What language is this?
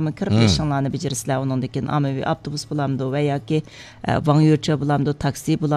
Uyghur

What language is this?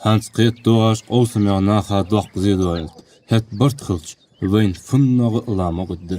Ingush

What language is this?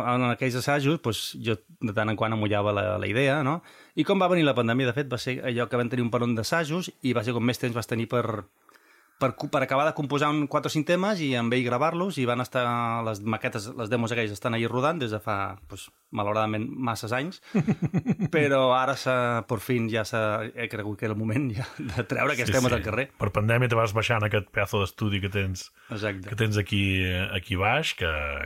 Catalan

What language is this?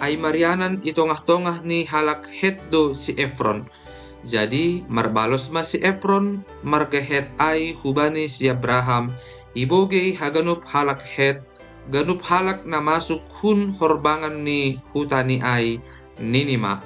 Batak Simalungun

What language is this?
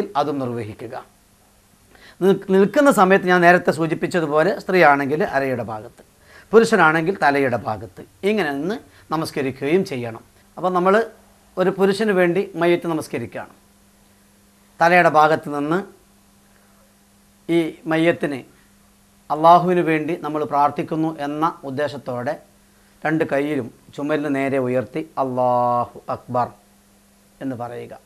Malayalam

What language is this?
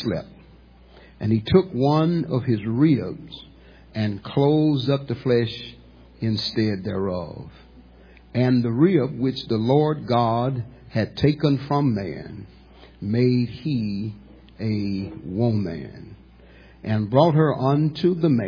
English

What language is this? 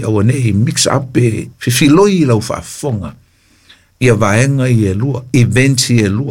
Samoan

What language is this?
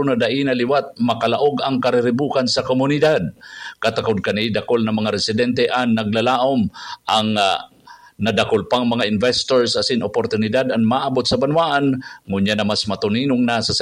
Bikol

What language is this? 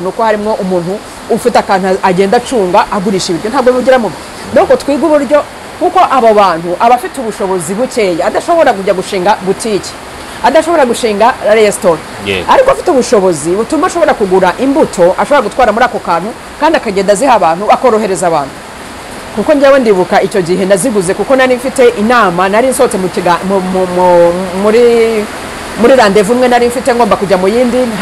Kinyarwanda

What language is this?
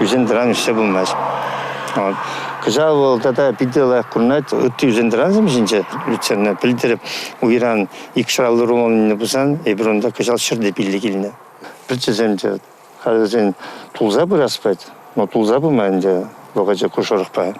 Chuvash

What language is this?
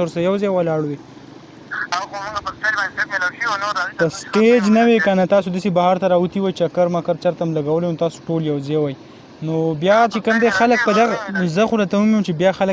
Pashto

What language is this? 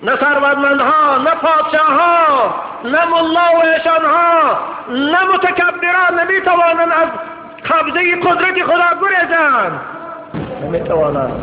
Tajik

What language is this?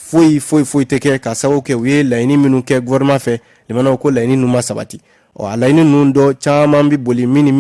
Bambara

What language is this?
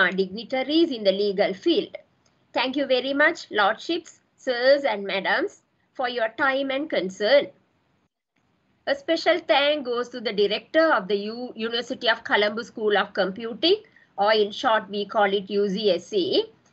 English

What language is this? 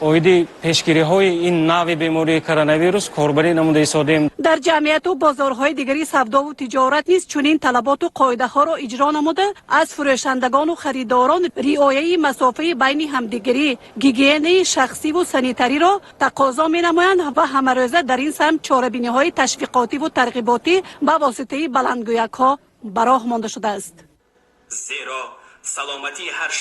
Tajik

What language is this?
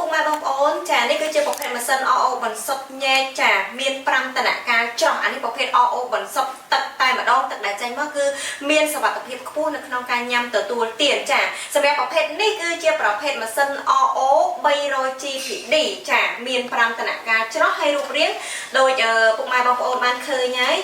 Khmer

